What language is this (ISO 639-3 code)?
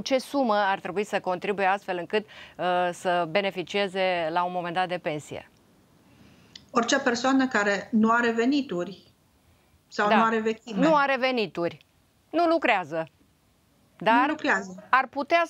ron